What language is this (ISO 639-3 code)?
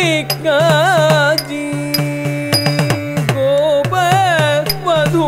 mal